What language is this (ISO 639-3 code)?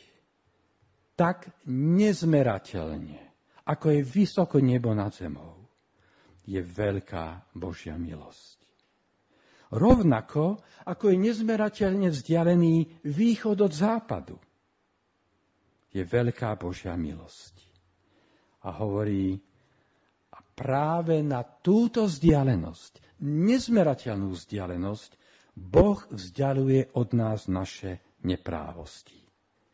slk